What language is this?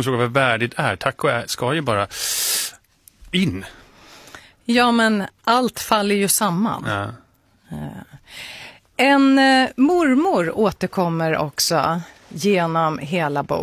Swedish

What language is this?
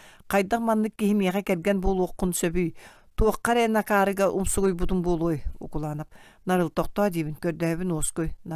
Yakut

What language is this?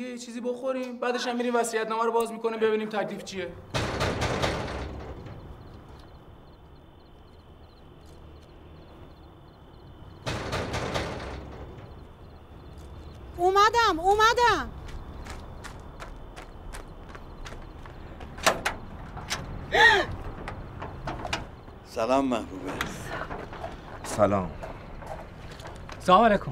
Persian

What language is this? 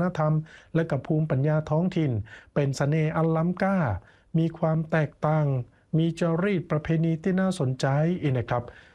Thai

